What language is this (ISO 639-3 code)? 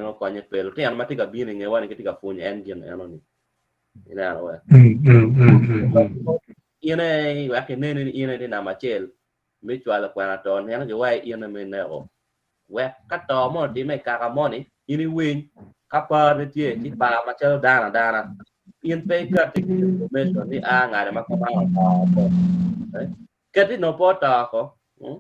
ach